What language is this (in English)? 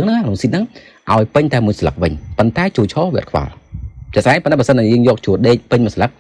Khmer